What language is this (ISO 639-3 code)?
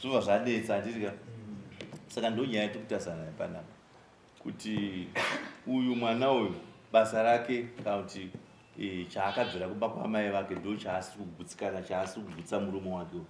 sna